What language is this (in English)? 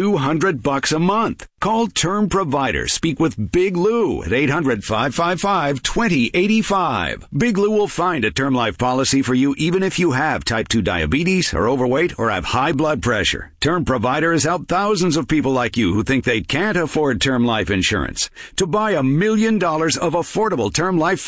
English